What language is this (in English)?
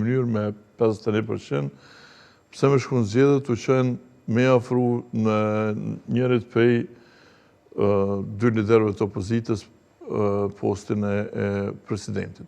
Albanian